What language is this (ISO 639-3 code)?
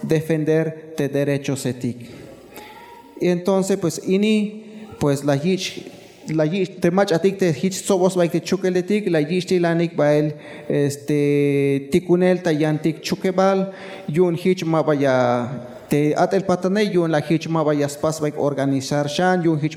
tzh